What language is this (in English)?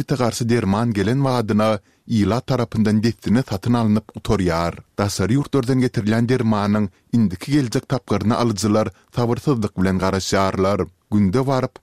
Turkmen